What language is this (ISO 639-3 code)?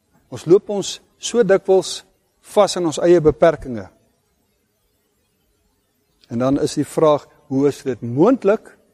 afr